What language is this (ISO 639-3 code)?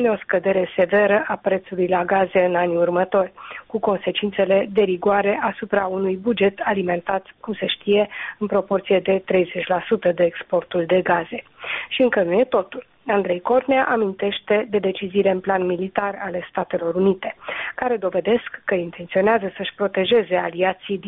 ron